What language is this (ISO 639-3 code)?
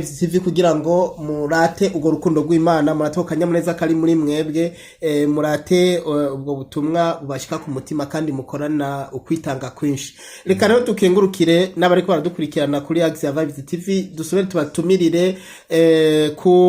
run